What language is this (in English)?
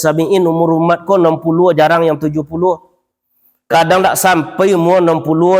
Minangkabau